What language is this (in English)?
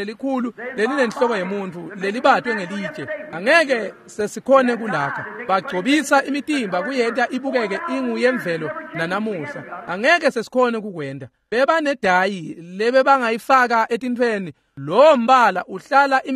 Swati